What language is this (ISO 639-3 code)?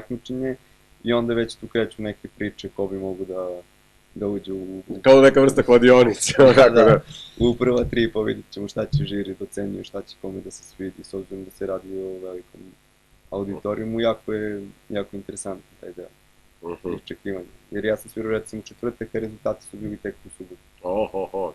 srp